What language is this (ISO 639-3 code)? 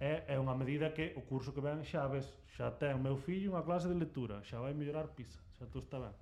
glg